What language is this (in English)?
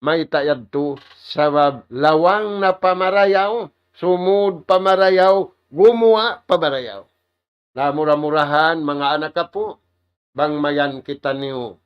Tausug